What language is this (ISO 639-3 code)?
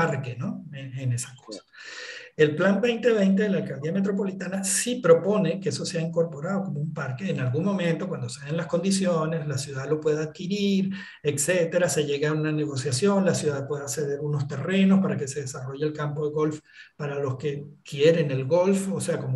spa